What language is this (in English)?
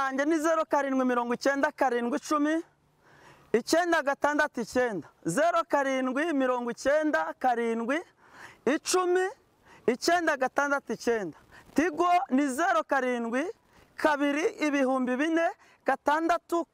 Kinyarwanda